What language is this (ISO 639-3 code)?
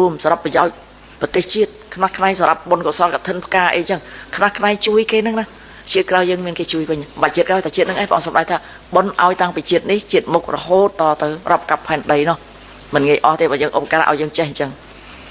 khm